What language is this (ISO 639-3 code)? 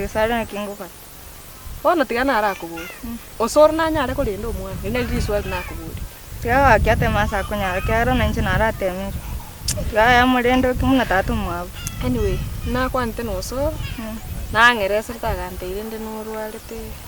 guz